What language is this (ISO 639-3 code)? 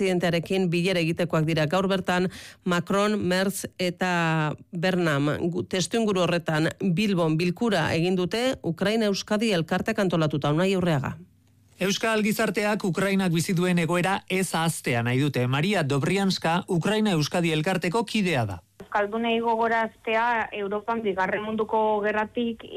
eus